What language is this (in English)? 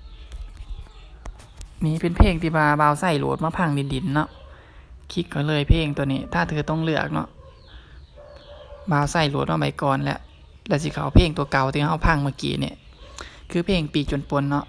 Lao